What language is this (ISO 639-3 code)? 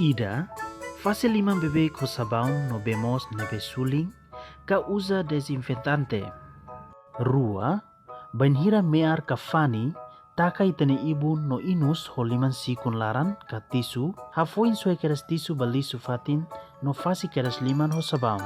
tet